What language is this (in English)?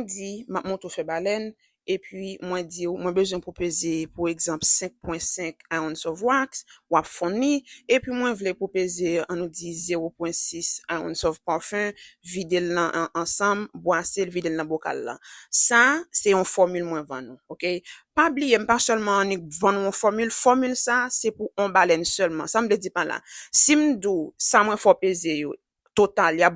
Haitian Creole